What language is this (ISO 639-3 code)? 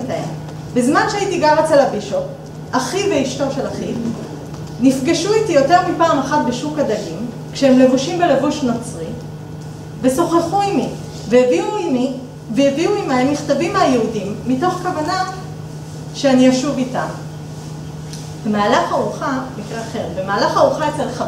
heb